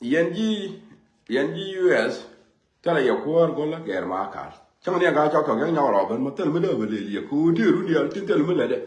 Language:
Nuer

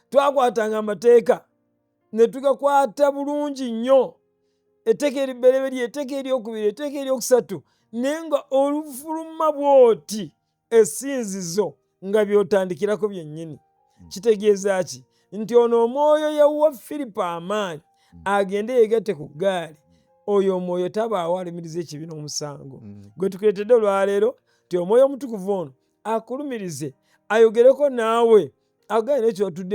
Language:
Ganda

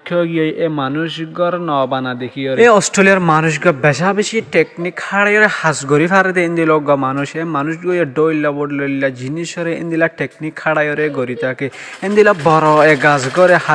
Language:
Rohingya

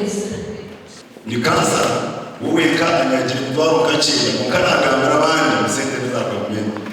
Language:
Nyankole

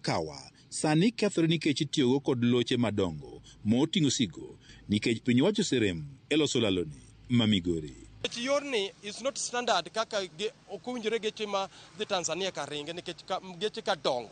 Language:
Luo (Kenya and Tanzania)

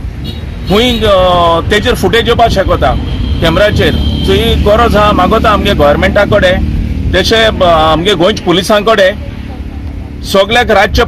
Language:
Konkani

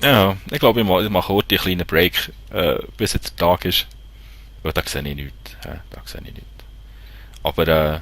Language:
Swiss German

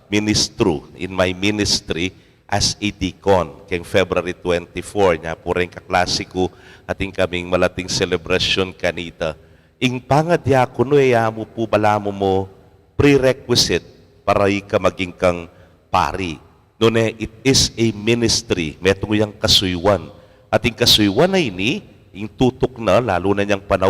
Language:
Pampanga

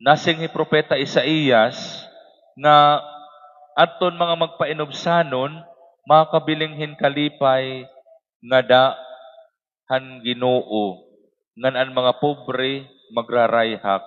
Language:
Waray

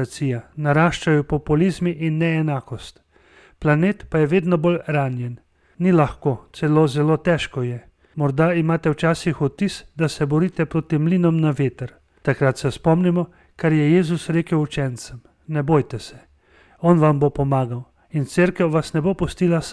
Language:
Slovenian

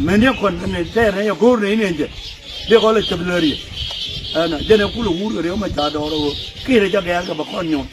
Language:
Nuer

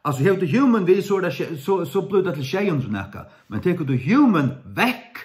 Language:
Faroese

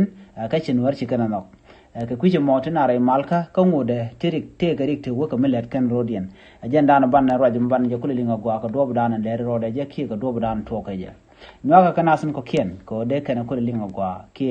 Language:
Nuer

